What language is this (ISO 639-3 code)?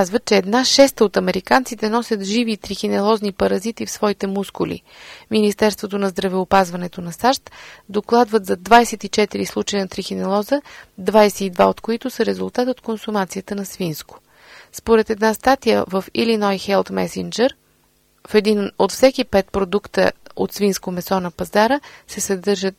bul